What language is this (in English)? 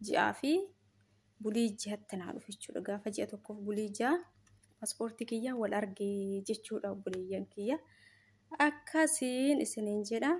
Oromo